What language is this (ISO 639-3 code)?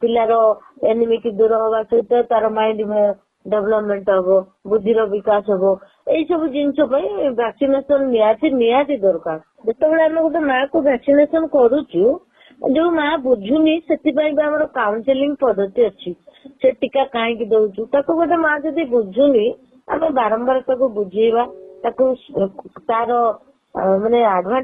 ori